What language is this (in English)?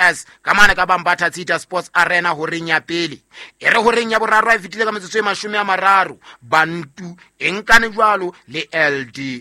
Southern Sotho